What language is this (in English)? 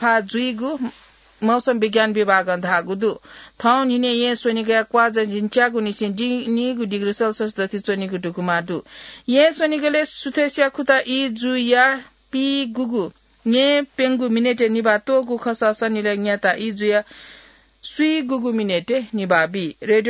Newari